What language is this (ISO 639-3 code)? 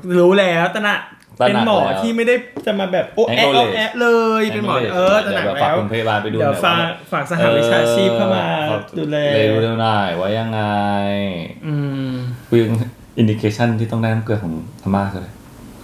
tha